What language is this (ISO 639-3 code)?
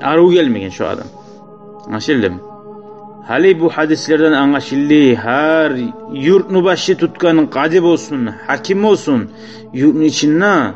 kum